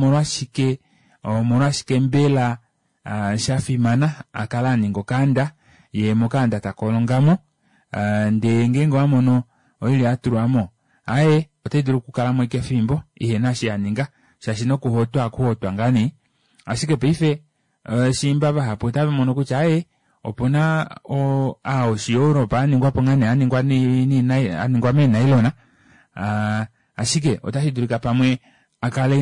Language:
Kuanyama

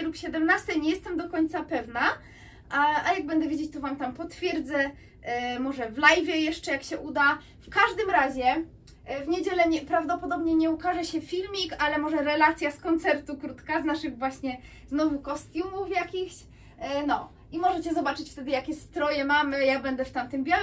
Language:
Polish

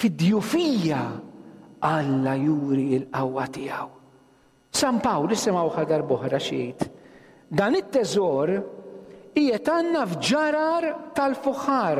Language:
Maltese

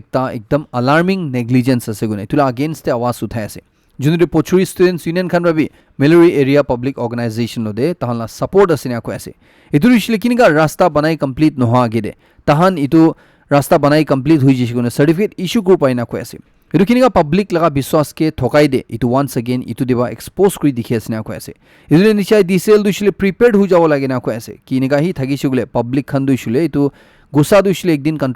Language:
Naga Pidgin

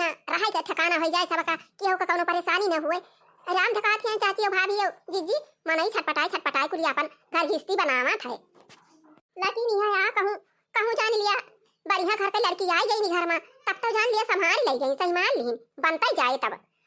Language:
Awadhi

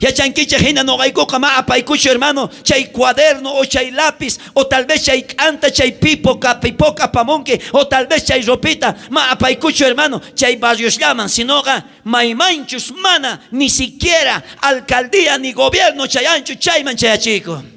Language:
South Bolivian Quechua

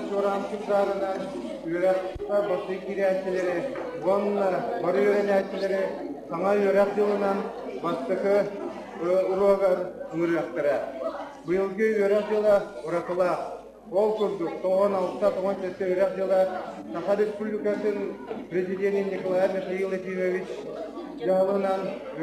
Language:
Yakut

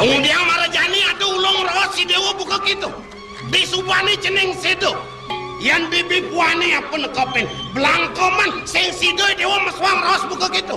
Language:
Balinese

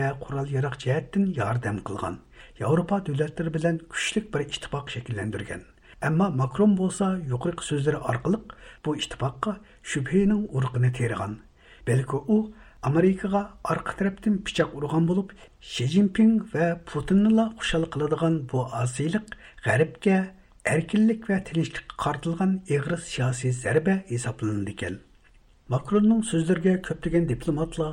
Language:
Uyghur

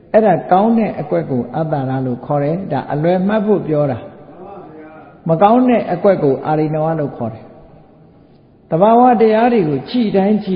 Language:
Burmese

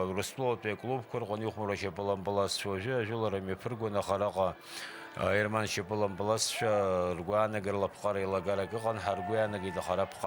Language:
Abkhazian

